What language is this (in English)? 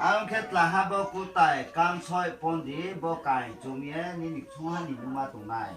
Riang (India)